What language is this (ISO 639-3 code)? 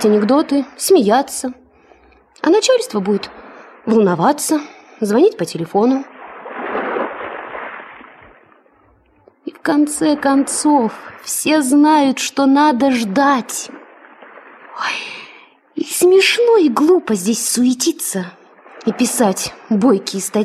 rus